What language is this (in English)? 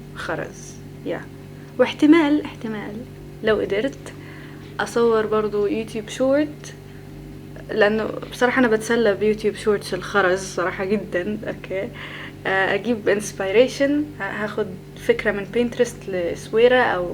Egyptian Arabic